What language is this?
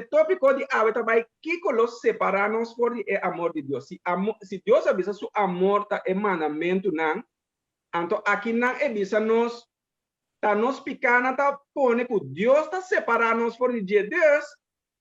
Papiamento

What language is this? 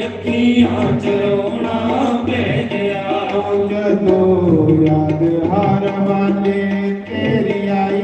Dogri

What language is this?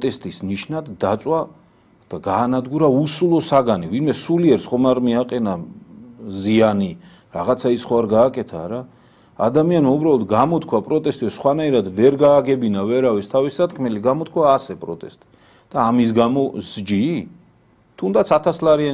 Georgian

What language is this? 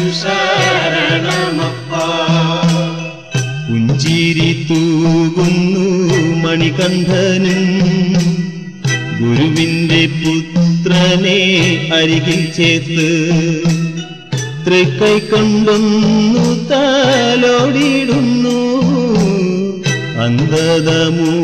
Malayalam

